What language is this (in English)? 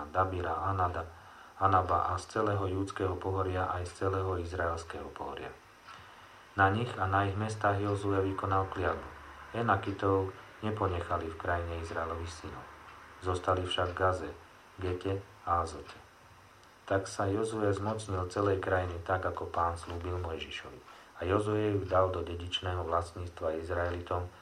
Slovak